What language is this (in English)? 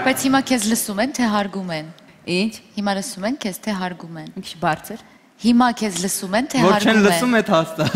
Armenian